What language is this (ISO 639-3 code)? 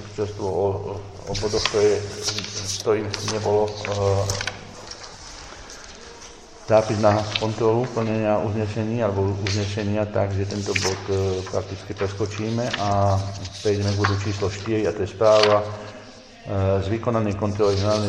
slk